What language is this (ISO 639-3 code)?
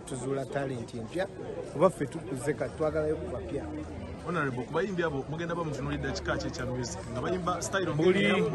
lug